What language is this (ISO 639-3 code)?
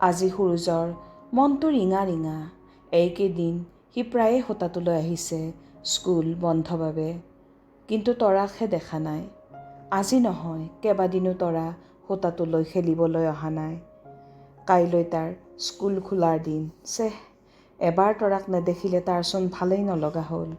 asm